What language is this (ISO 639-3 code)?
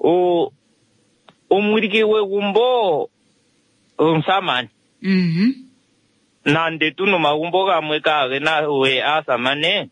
kua